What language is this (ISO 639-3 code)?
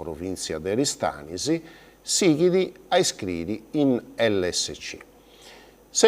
srd